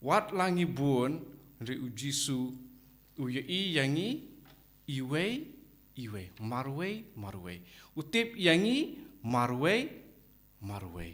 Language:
Khasi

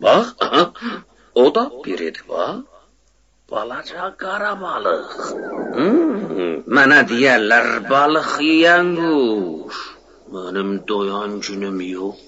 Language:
South Azerbaijani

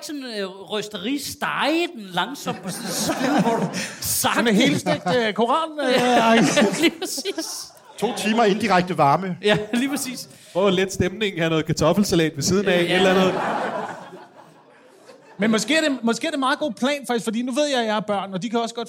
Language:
Danish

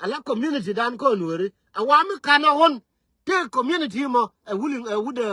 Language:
Nuer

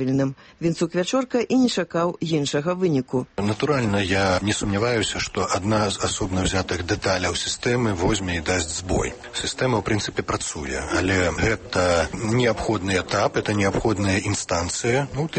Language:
Belarusian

